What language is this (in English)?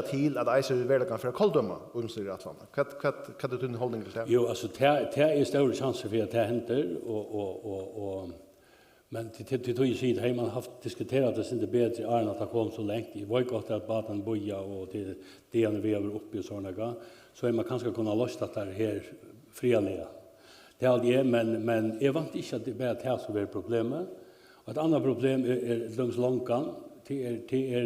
Faroese